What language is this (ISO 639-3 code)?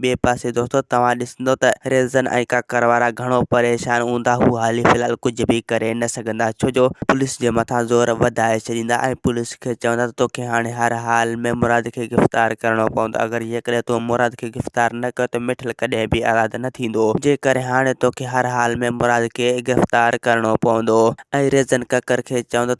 snd